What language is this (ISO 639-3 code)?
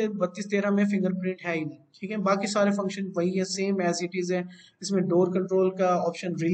hin